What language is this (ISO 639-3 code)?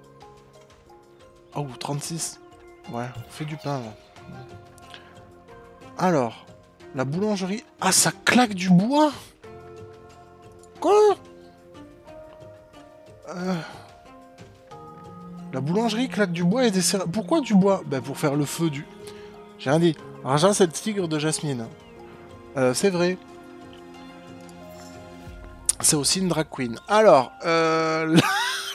fra